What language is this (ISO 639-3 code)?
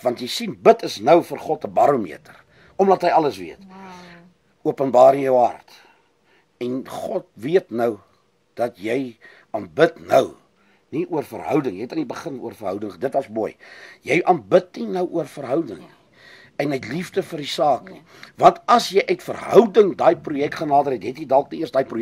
afr